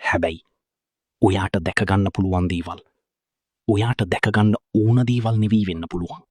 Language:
Sinhala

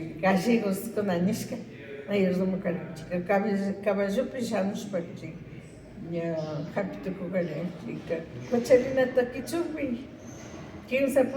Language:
Imbabura Highland Quichua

